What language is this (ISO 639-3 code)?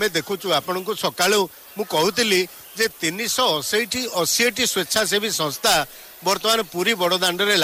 ori